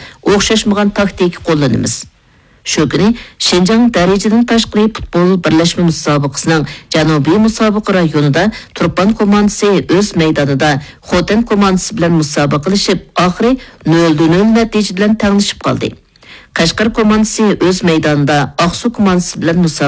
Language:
Uyghur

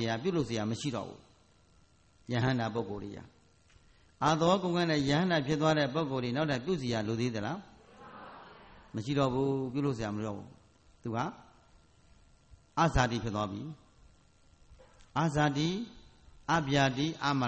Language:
Burmese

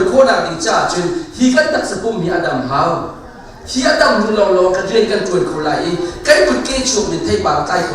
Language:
Hakha Chin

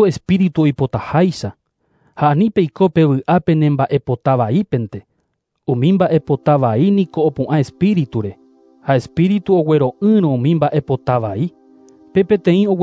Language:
Guarani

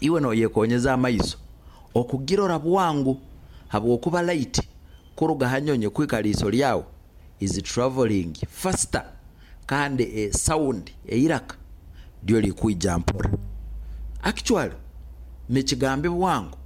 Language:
Nyoro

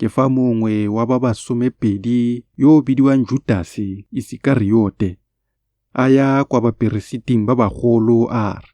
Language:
Tswana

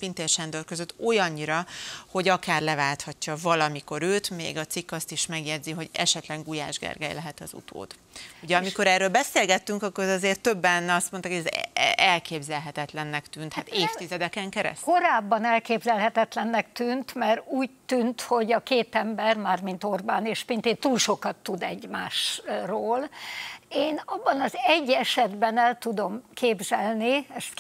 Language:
Hungarian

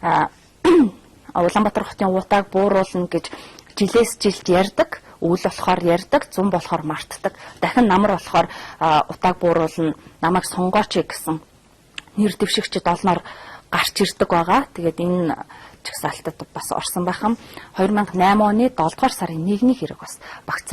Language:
Mongolian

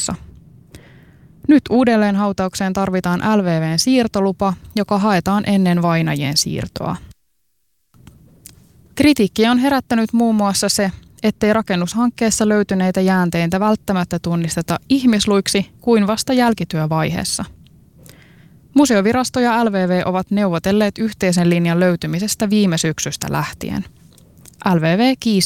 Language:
Finnish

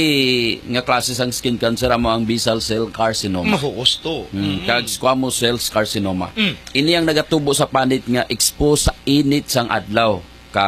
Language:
Hiligaynon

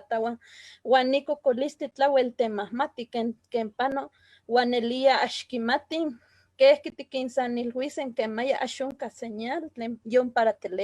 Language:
Eastern Huasteca Nahuatl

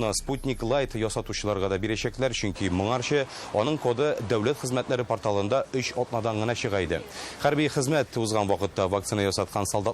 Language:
Tatar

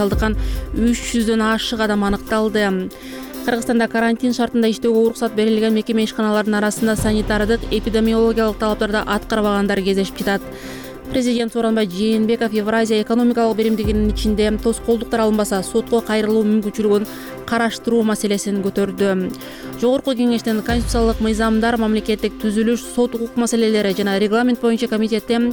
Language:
Kyrgyz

